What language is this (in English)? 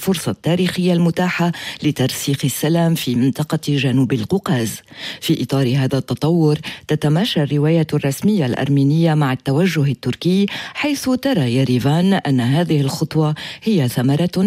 Arabic